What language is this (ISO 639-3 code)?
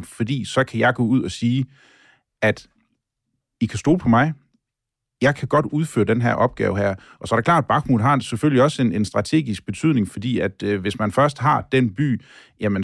dan